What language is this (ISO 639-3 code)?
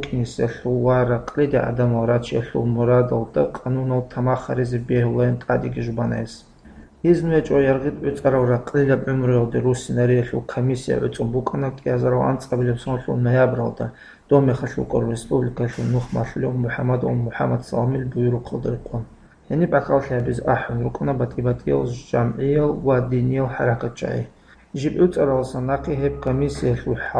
ava